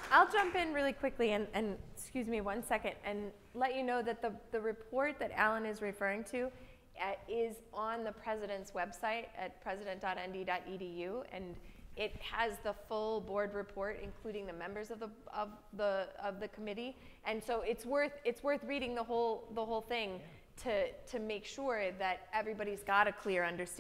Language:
English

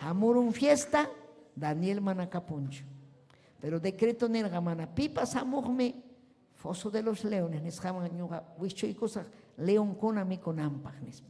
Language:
Ayacucho Quechua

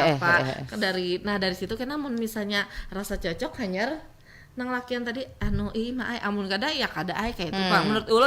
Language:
Banjar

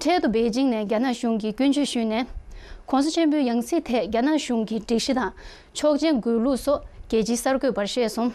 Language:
Tibetan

